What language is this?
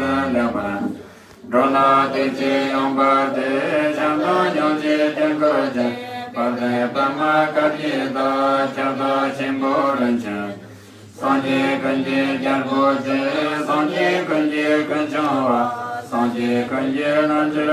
Tibetan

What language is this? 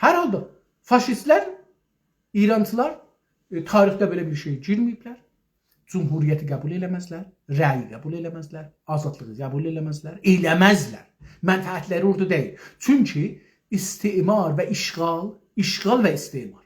South Azerbaijani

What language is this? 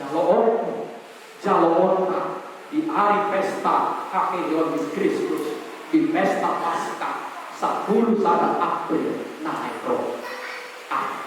Batak Toba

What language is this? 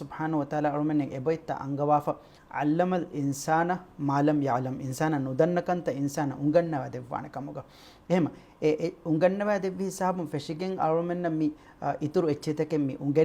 Divehi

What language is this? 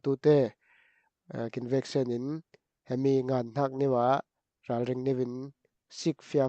Falam Chin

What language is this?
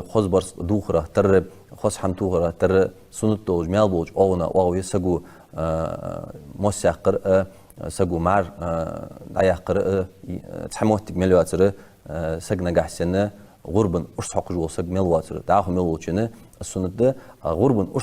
Ingush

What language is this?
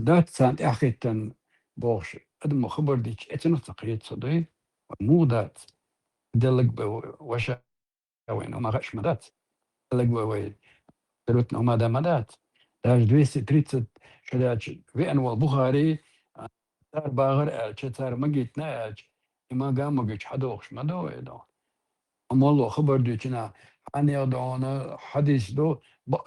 Chechen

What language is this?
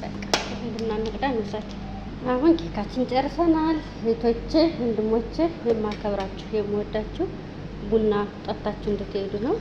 Amharic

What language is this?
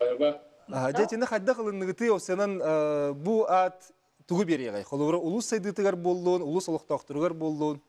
Yakut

